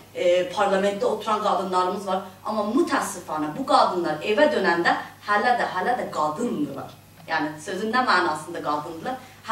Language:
South Azerbaijani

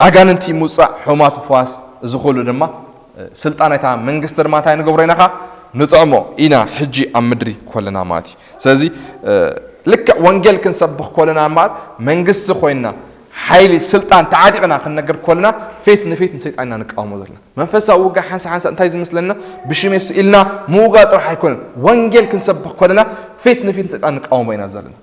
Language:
Tigrinya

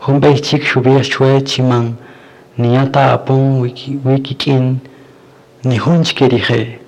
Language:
Kaqchikel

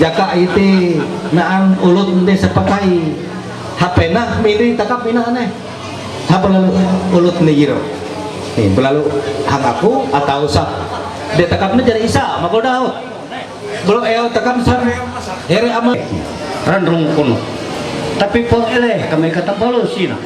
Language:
Ma'anyan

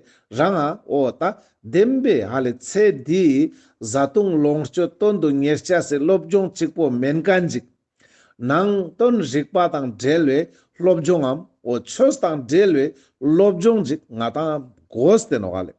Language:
Ladakhi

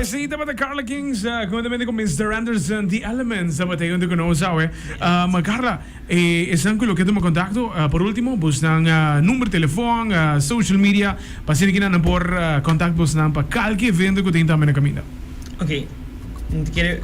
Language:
Papiamento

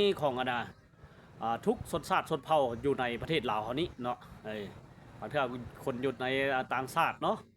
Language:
Lao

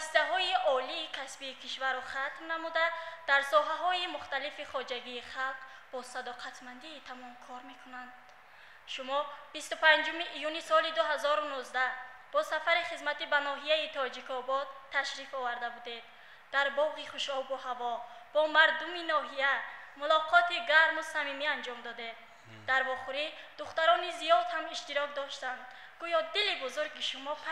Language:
Tajik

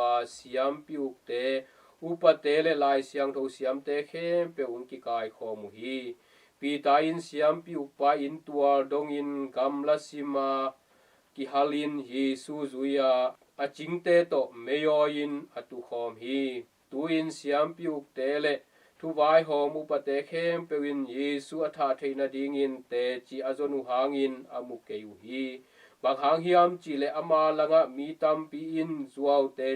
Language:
Tedim Chin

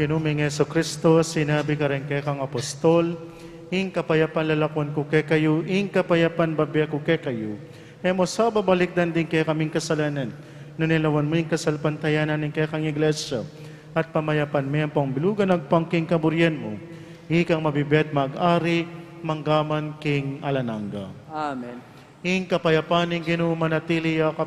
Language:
Pampanga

